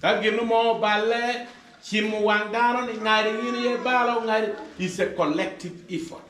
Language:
Acoli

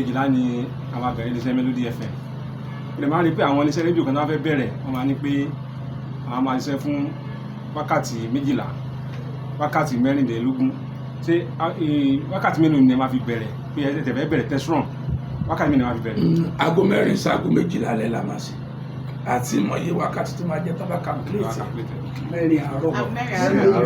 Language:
Yoruba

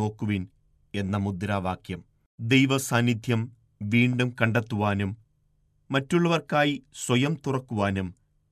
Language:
Malayalam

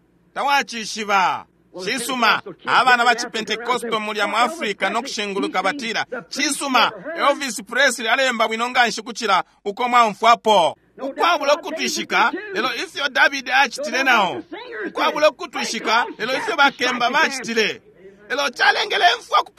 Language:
Bemba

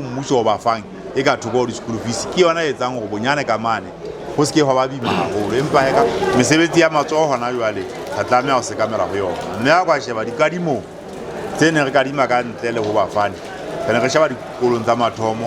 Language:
Southern Sotho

